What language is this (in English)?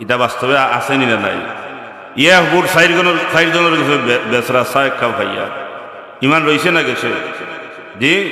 Sylheti